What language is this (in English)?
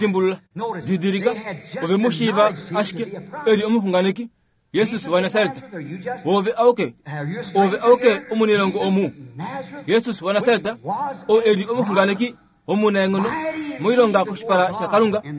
Kuanyama